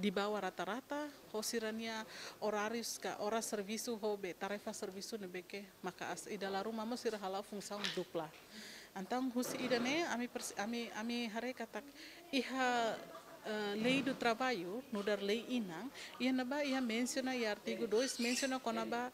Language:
Tetum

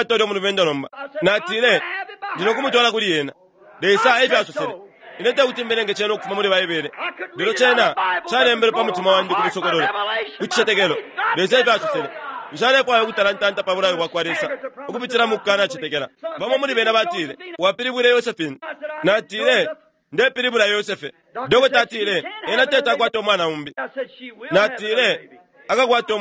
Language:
Bemba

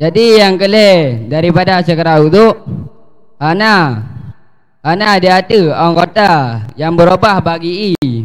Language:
Achinese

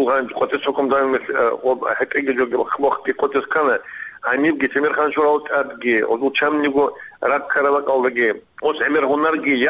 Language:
Avaric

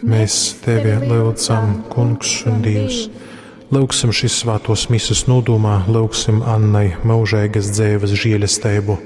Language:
Latgalian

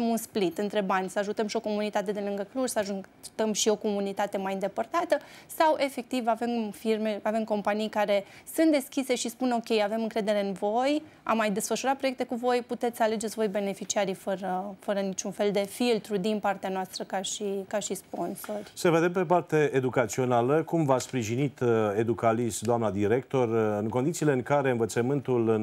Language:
Romanian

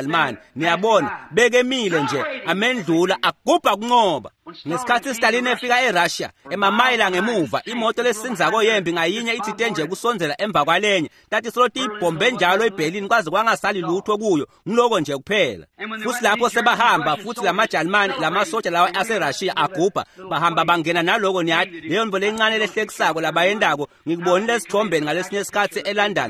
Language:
Swati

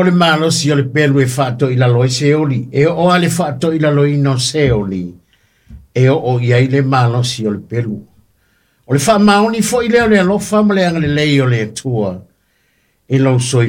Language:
Samoan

